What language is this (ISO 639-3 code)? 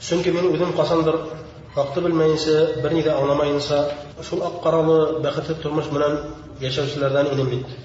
bak